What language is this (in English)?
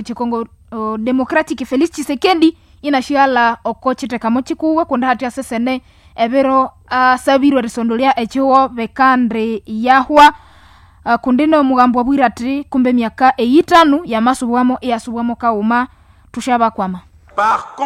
Nande